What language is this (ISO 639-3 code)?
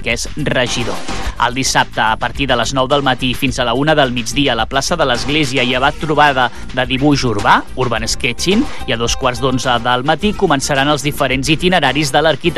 cat